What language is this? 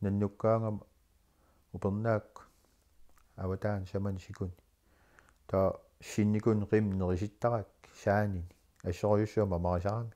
Kalaallisut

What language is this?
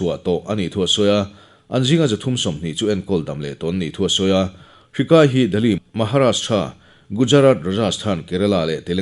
Mizo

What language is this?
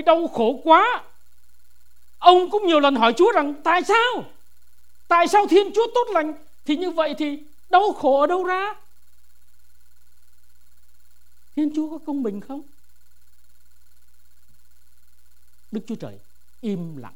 Vietnamese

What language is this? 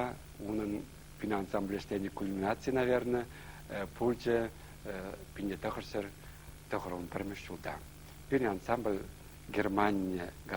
Chuvash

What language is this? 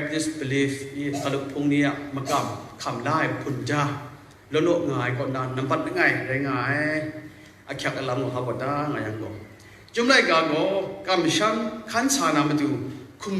Kachin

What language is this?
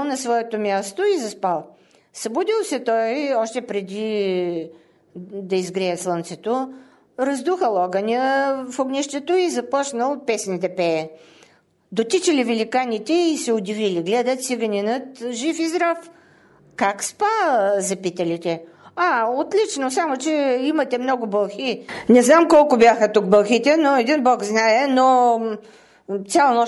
Bulgarian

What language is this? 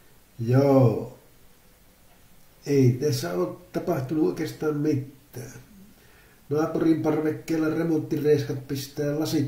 Finnish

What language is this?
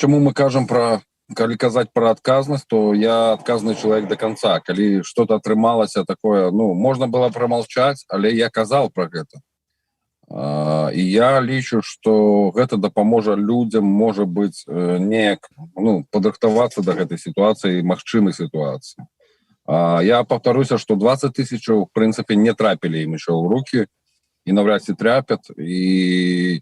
Belarusian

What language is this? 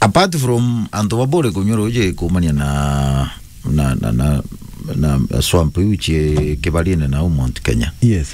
Meru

